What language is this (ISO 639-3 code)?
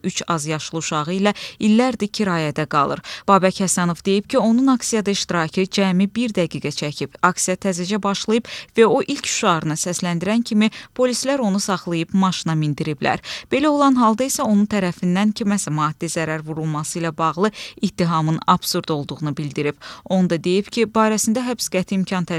aze